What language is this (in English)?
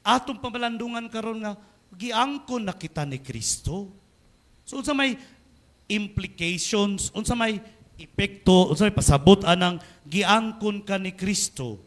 Cebuano